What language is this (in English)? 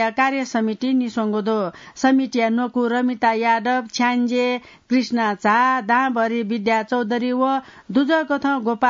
Newari